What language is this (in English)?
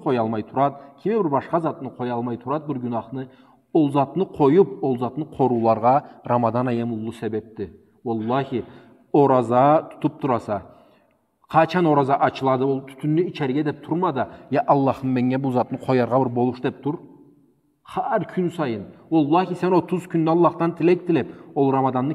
Karachay-Balkar